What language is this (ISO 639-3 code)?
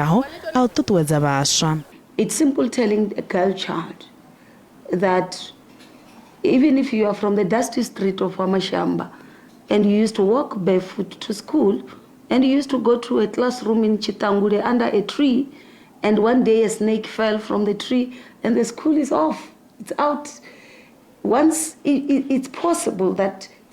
ven